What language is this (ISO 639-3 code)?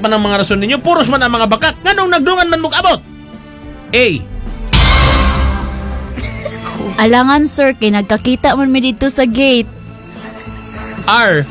ceb